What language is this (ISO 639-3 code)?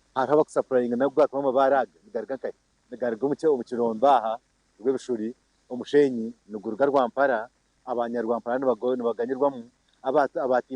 nyn